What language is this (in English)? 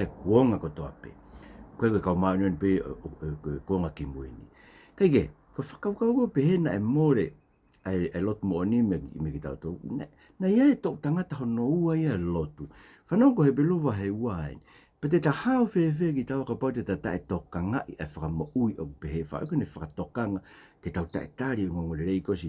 Tongan